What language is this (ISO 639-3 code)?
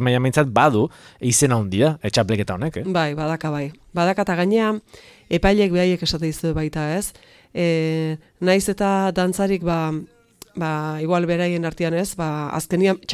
eus